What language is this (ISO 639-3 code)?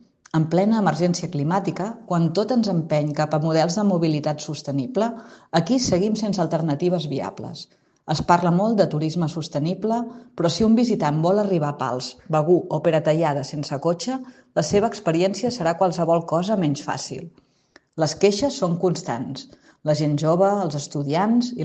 cat